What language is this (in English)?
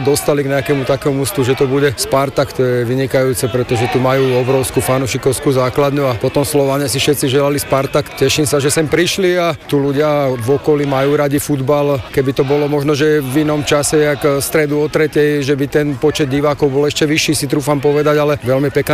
Slovak